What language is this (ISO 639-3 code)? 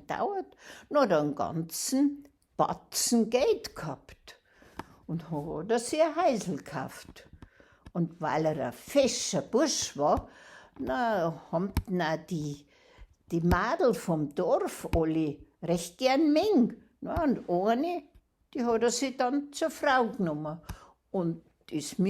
bar